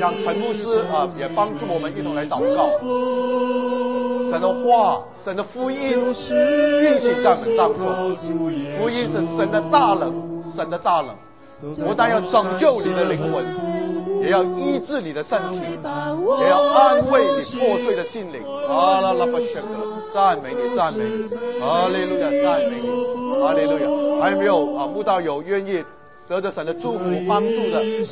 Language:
Chinese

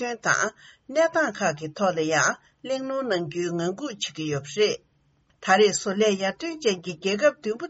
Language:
Tibetan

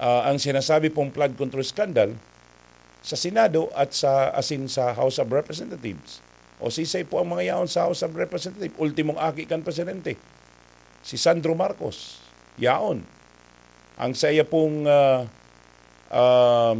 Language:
Bikol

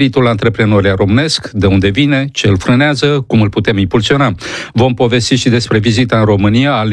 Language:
Romanian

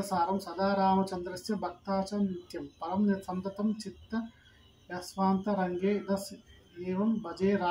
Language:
Sanskrit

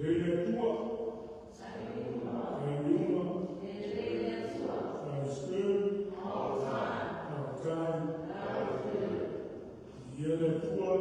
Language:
Samoan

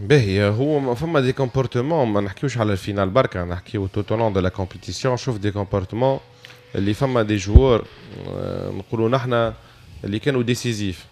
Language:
Tunisian Arabic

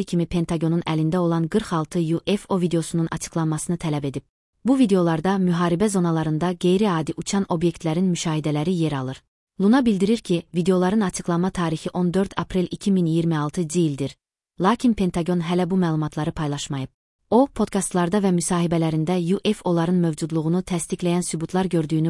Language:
Azerbaijani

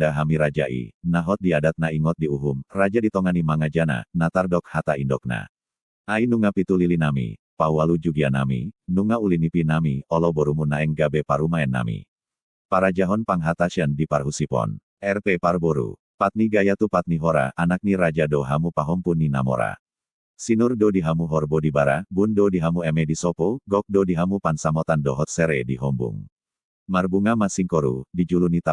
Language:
Batak Toba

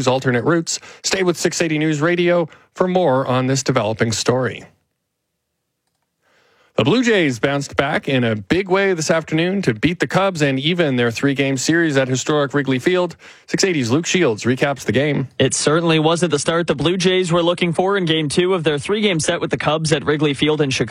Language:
English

